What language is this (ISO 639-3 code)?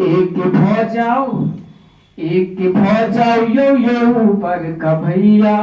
mai